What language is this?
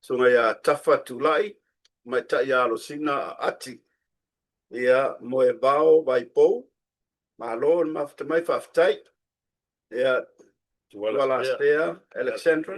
Samoan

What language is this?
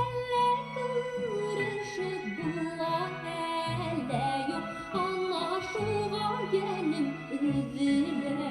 Bashkir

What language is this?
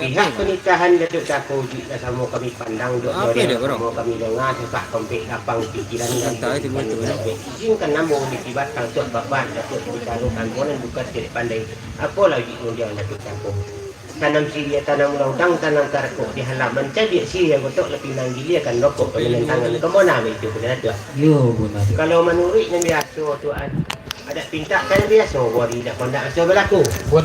Minangkabau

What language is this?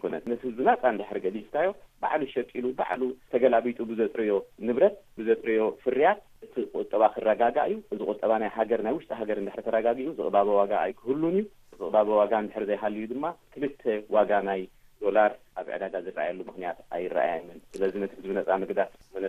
Tigrinya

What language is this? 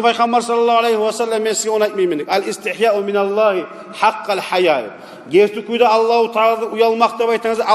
Kumyk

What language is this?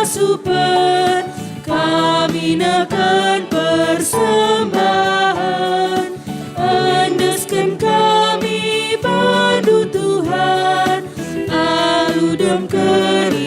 Batak Karo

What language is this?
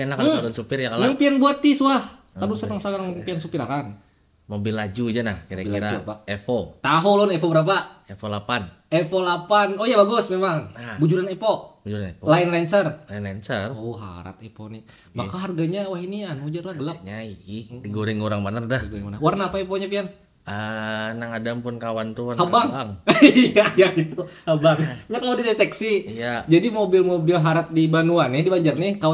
Banjar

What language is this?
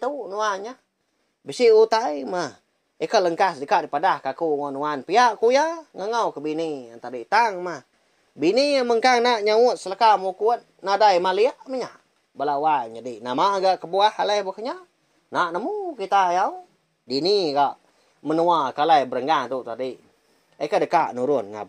Iban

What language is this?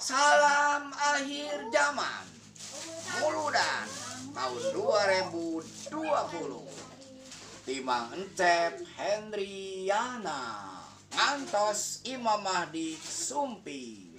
Sundanese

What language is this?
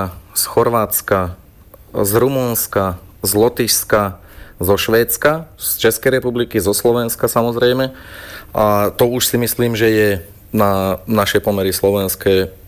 Slovak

